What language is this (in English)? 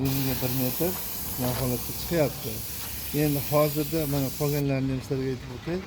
Uzbek